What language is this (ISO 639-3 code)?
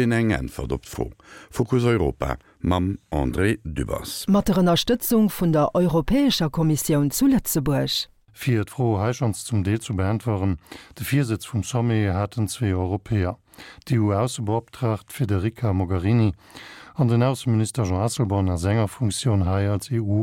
ltz